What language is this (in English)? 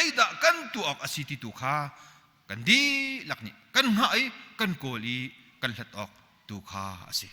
Hakha Chin